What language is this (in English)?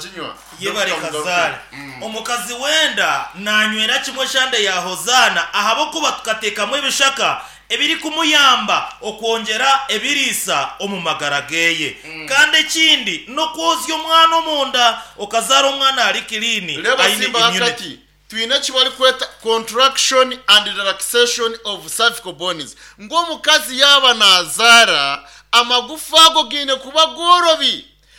Nyankole